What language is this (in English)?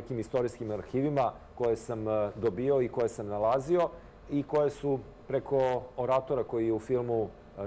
Serbian